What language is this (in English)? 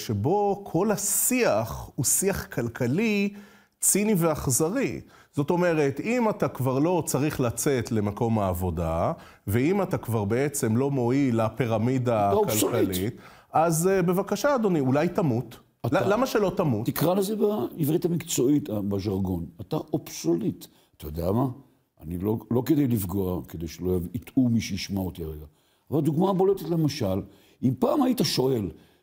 Hebrew